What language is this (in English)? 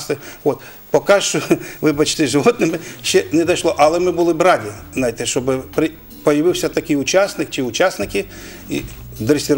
Ukrainian